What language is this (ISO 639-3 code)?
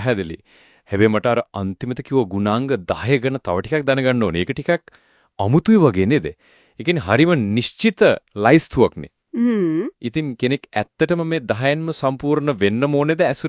sin